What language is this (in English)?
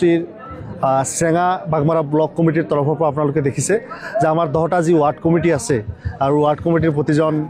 Assamese